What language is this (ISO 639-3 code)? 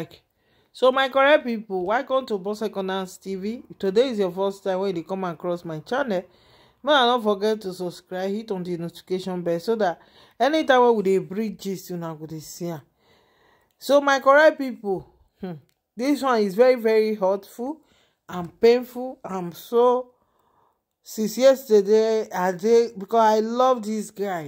pcm